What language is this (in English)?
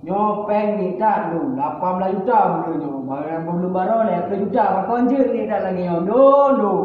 Achinese